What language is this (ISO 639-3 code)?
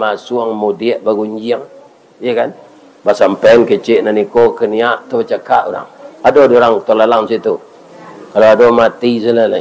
min